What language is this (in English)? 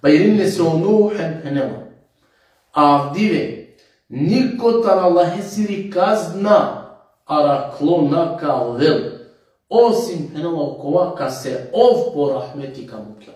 Balkan Romani